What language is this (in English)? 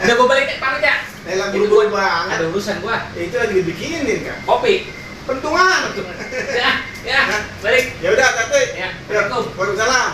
Betawi